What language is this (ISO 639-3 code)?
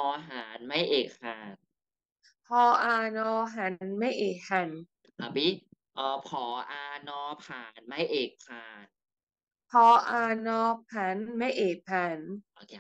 tha